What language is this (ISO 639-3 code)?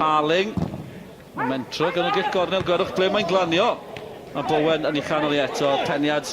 cym